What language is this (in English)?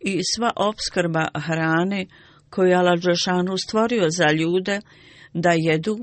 Bosnian